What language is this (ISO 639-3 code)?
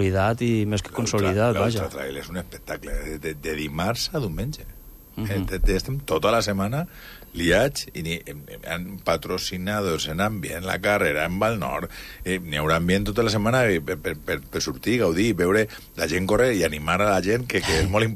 cat